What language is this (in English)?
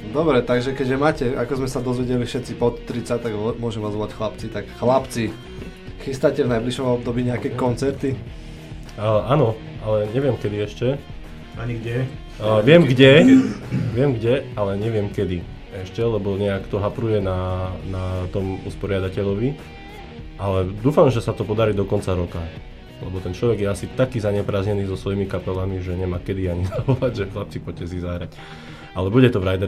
Slovak